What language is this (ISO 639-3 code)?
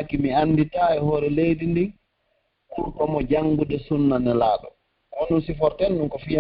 fuf